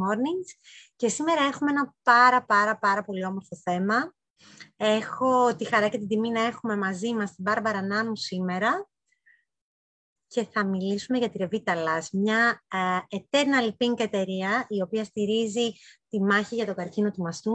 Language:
Greek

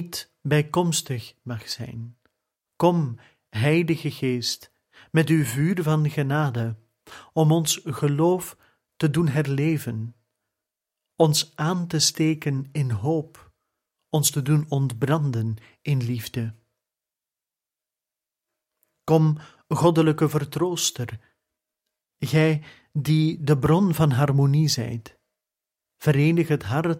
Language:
Dutch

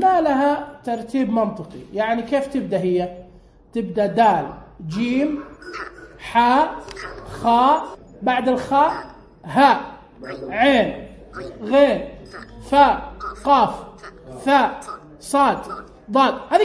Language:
Najdi Arabic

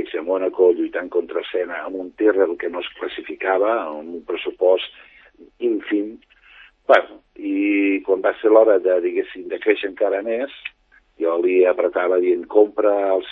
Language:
Catalan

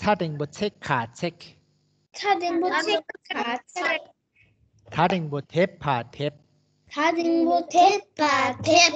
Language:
Tibetan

